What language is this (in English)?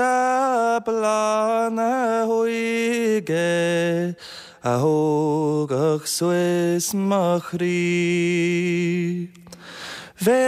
Irish